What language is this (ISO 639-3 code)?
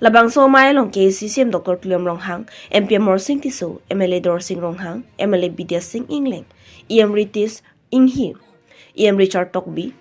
mjw